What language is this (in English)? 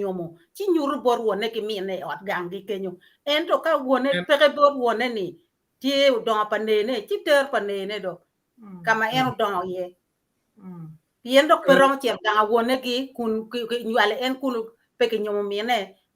Acoli